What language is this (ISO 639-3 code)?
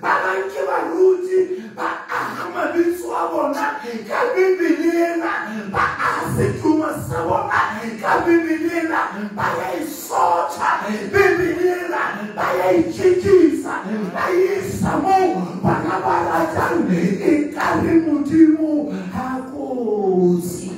sot